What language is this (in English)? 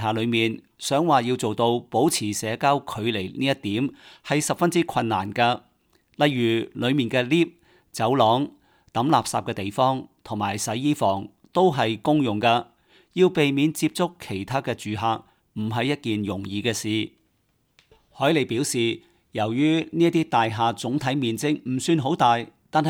Cantonese